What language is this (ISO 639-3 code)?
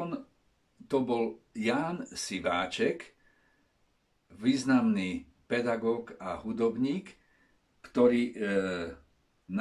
slk